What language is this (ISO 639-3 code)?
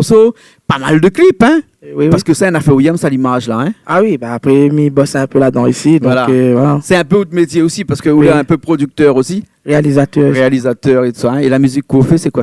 rcf